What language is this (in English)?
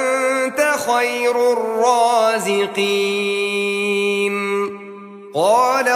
Arabic